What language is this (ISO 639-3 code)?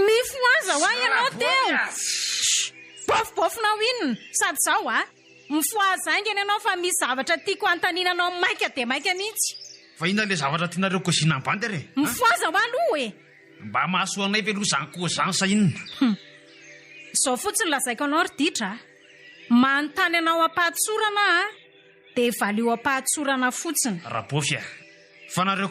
mlg